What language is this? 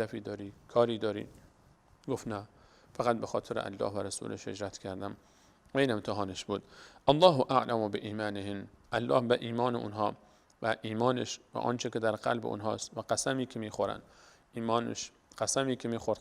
Persian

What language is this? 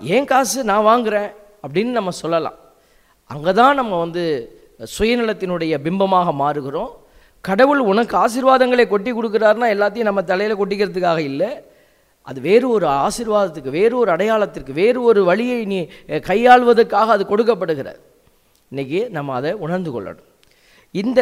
Tamil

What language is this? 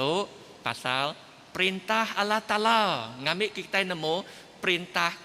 Iban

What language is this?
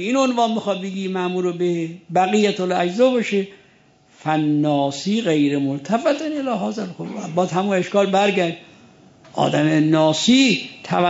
Persian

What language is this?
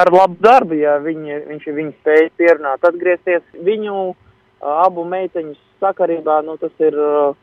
Latvian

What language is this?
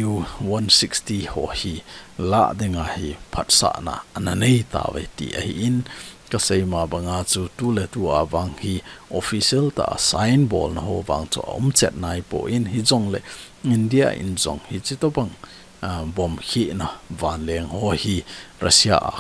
Thado Chin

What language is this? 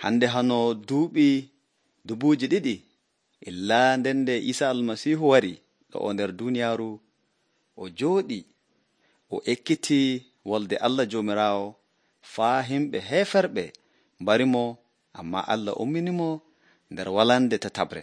Nigerian Fulfulde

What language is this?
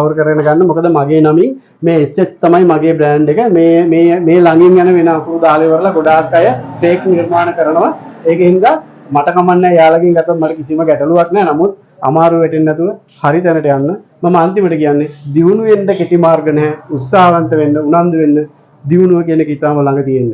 Sinhala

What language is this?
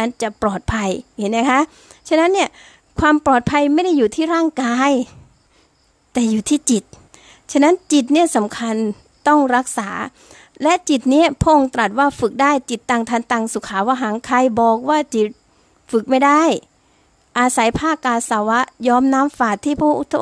Thai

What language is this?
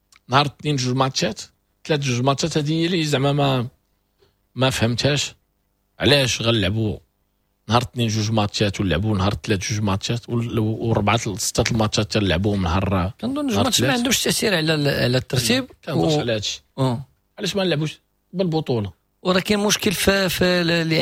Moroccan Arabic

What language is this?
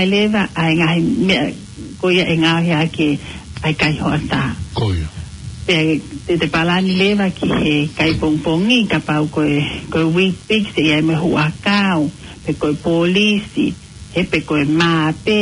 Tongan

